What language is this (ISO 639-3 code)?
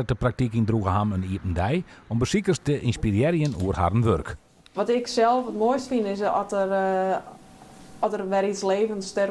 fry